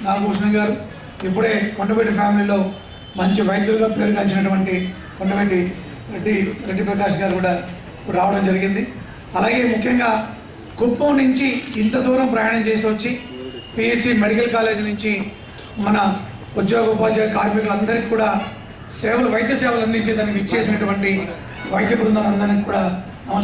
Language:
Telugu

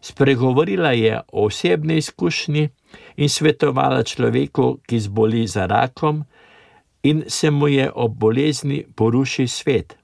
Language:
Slovenian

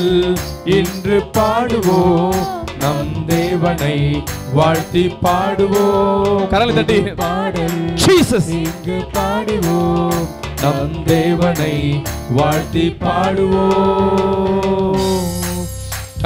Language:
Tamil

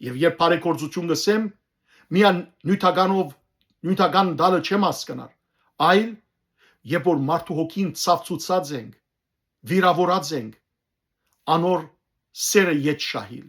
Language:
Western Armenian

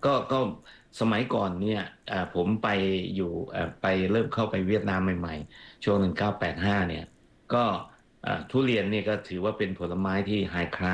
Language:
Thai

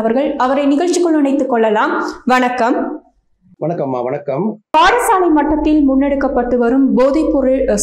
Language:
Tamil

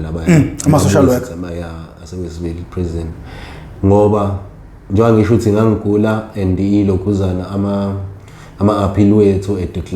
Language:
Zulu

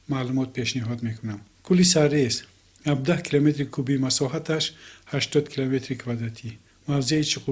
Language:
Tajik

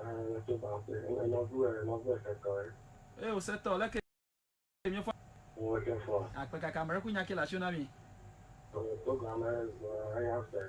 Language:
Ewe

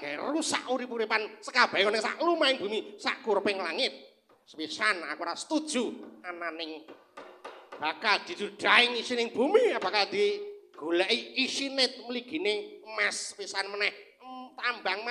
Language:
Javanese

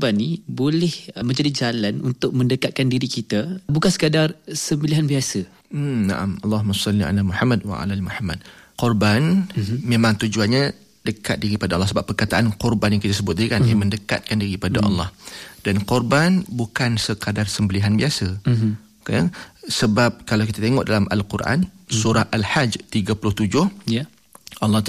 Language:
Malay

